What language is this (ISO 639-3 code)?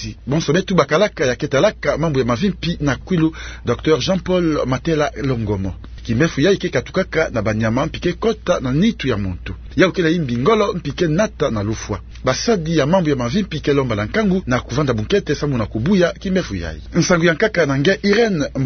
ktu